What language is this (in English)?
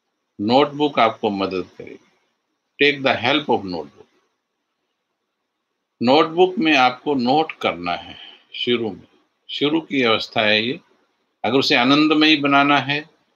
Hindi